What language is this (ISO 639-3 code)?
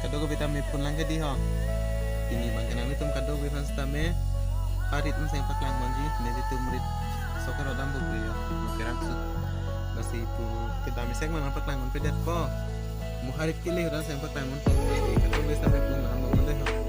mjw